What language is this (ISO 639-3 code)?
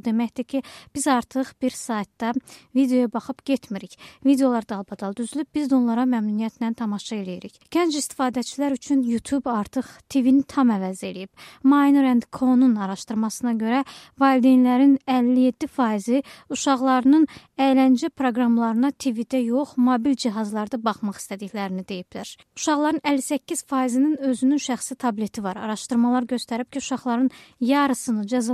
aze